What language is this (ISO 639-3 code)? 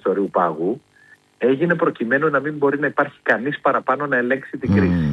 ell